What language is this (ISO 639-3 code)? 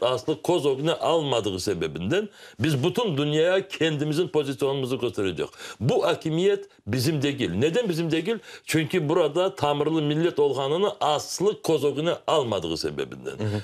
crh